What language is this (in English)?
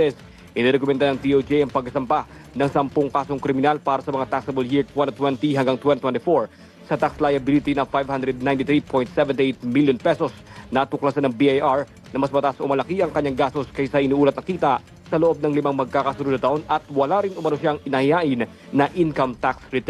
Filipino